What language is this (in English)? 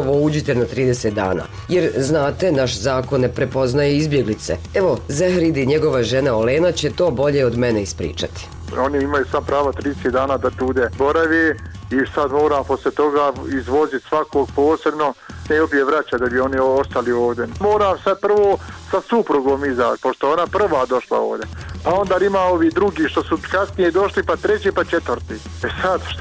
Bosnian